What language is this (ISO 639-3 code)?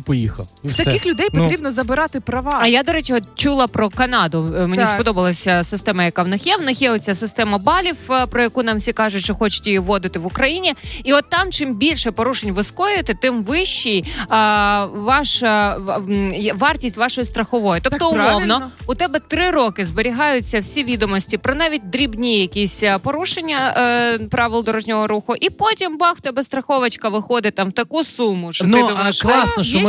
ukr